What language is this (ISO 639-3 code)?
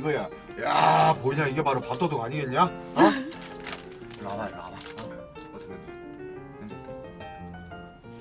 kor